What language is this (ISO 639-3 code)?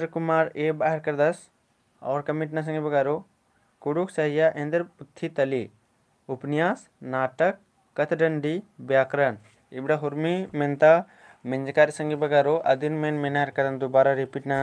kru